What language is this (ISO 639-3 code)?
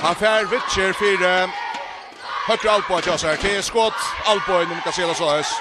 fao